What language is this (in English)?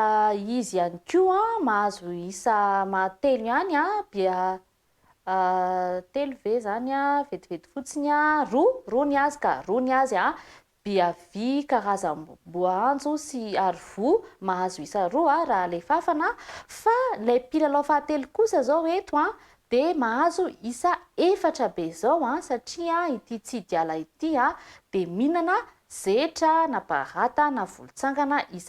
Malagasy